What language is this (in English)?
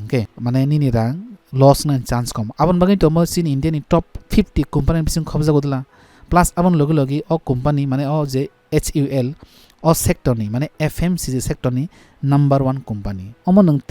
Kok Borok